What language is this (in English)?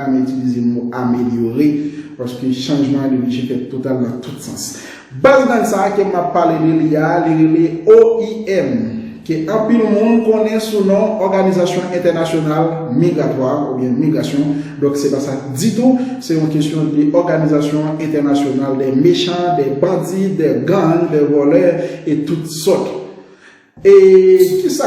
Haitian Creole